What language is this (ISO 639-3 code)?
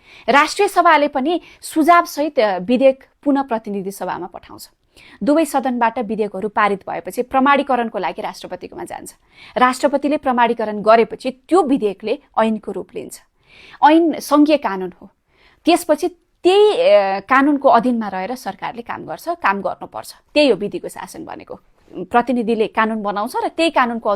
nep